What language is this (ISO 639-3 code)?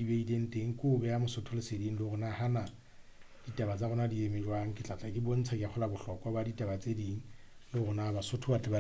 sot